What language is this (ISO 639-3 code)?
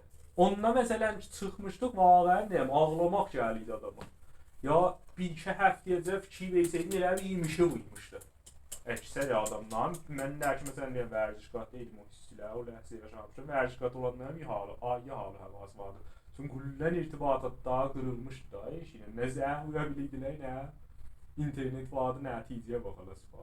azb